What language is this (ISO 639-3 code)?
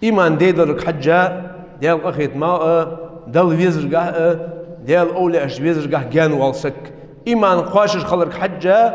inh